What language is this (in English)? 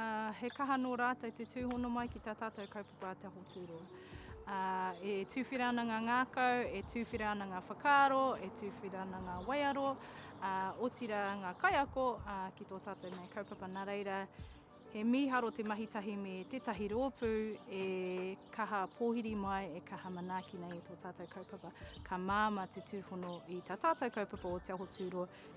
Māori